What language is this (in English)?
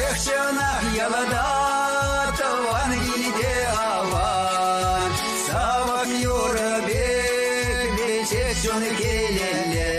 Chuvash